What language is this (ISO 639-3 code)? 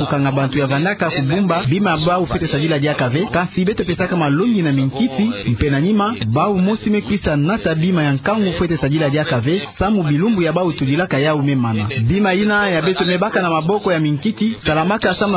ktu